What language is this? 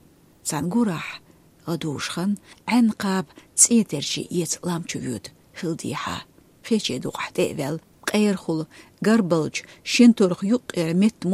Chechen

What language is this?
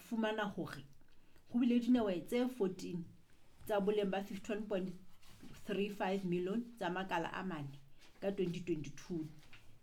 Southern Sotho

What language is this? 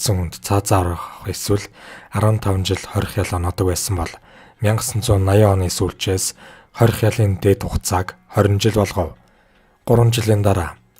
Mongolian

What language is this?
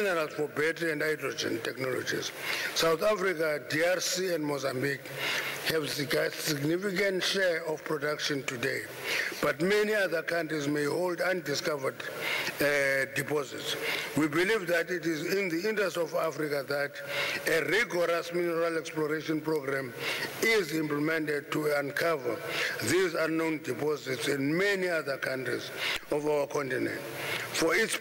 English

